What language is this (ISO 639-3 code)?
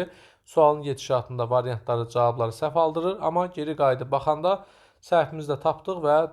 aze